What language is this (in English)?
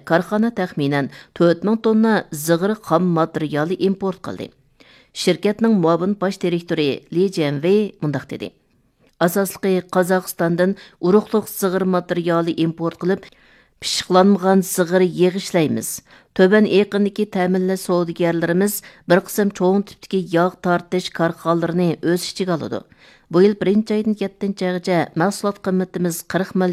Uyghur